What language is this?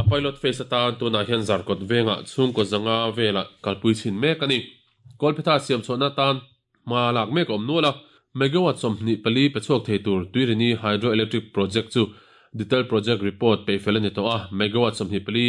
Mizo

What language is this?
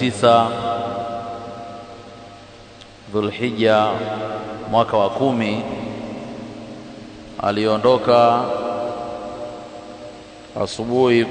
Swahili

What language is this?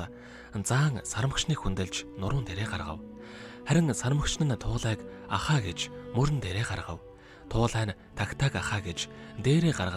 Mongolian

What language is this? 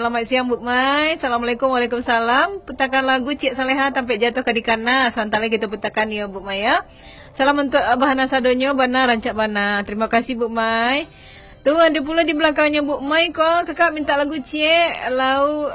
Minangkabau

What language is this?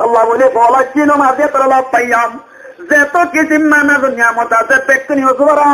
Rohingya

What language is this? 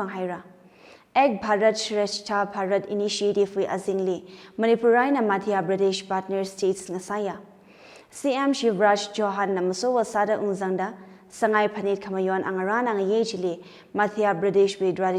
Tangkhul Naga (India)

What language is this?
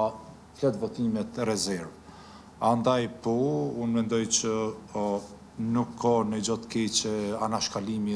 Albanian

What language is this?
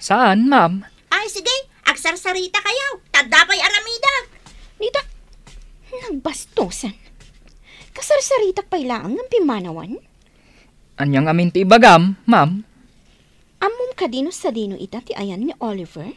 Iloko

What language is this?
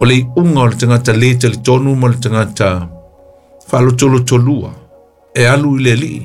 Samoan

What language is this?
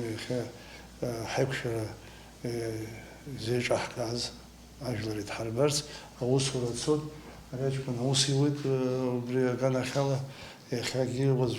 Abkhazian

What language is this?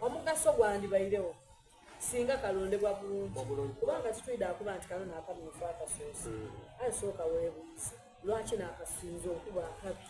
Soga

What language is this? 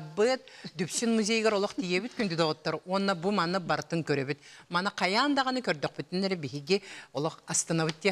Yakut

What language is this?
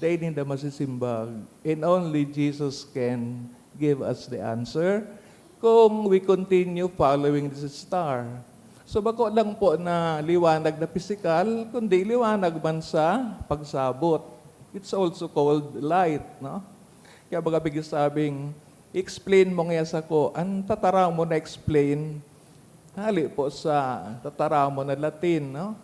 Bikol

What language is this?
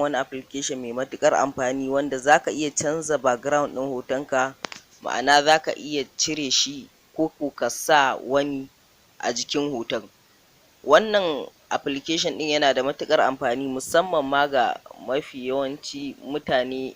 Hausa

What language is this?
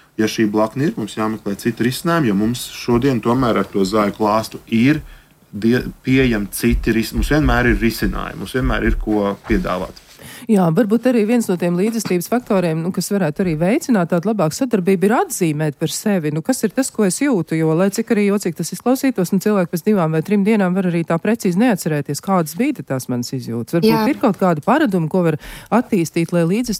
Latvian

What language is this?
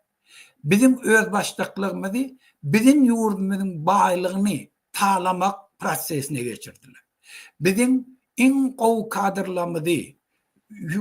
Turkmen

